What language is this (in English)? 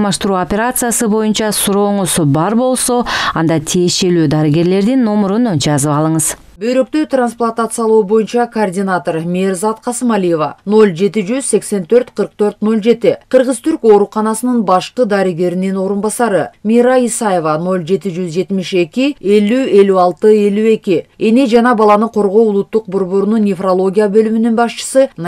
Kyrgyz